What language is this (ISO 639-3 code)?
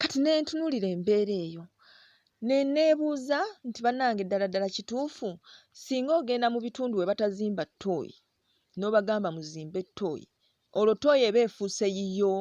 lug